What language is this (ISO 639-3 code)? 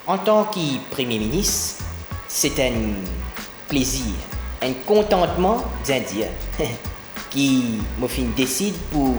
mfe